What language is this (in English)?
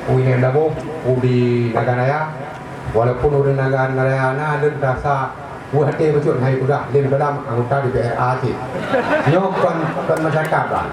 Achinese